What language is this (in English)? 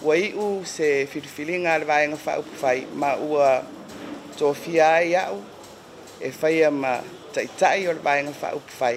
Samoan